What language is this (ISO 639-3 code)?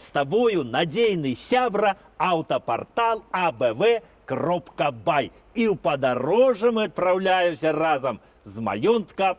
bel